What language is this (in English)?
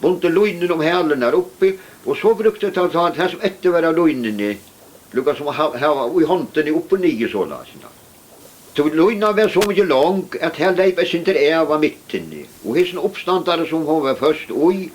Faroese